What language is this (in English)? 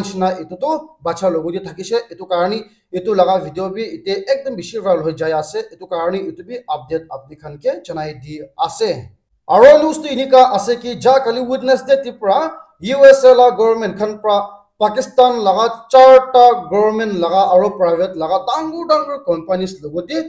Naga Pidgin